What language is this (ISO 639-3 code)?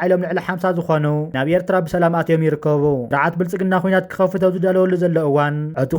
tir